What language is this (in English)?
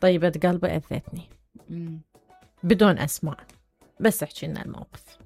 Mesopotamian Arabic